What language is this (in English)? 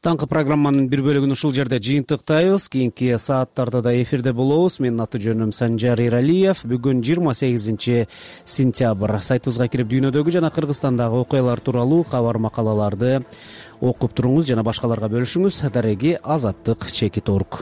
Kyrgyz